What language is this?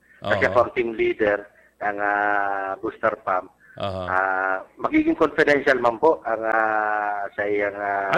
Bikol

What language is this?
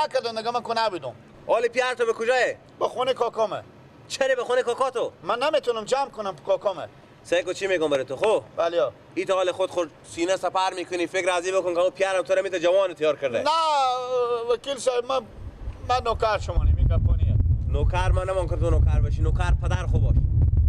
Persian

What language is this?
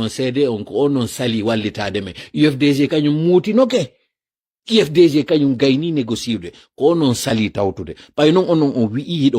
Pular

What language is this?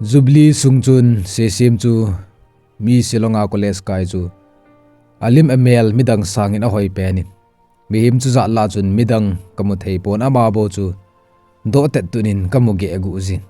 Thado Chin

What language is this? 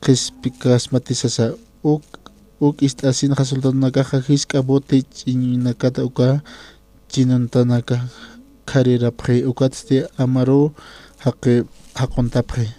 Aymara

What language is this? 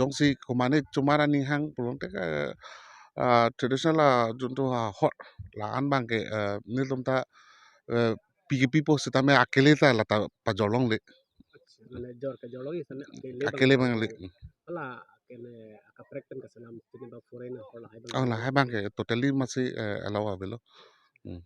Karbi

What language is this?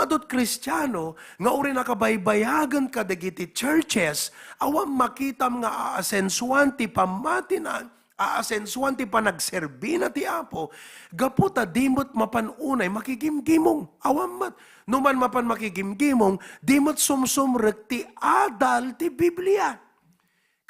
Iloko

